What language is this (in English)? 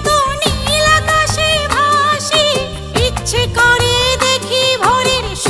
Bangla